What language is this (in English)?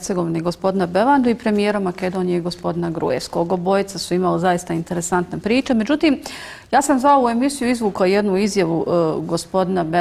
Bosnian